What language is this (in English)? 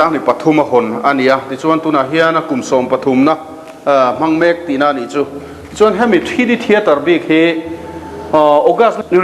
Mizo